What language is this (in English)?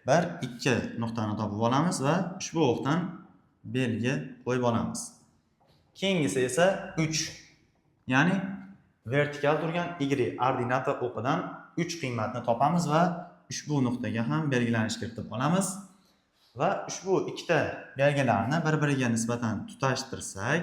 Uzbek